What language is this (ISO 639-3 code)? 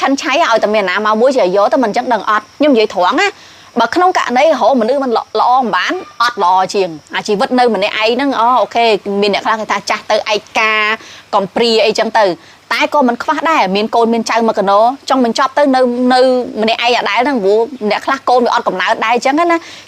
khm